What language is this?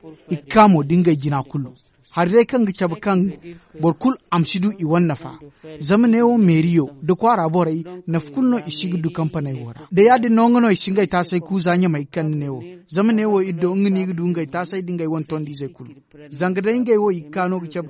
Zarma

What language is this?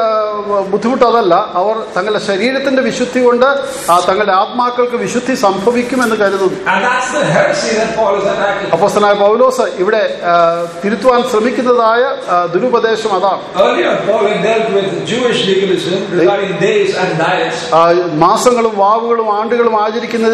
Malayalam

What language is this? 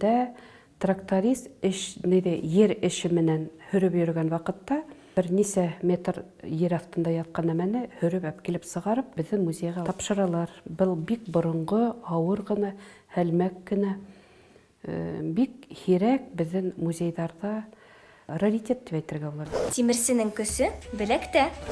Bashkir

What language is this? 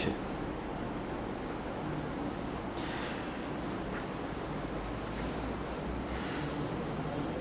Urdu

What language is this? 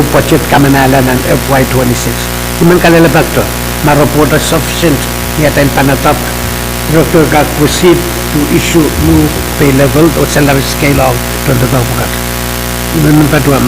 Pohnpeian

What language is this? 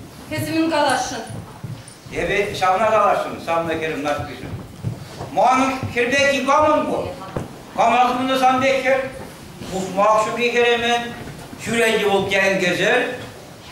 Chuvash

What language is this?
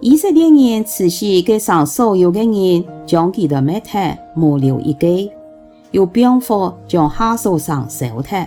Hakka Chinese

